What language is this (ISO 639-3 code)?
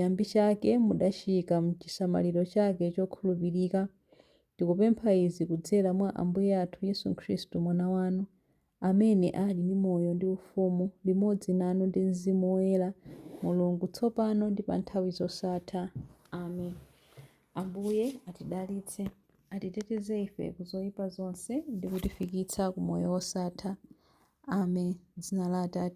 nya